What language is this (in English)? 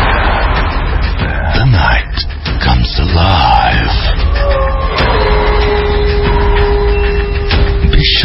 Bangla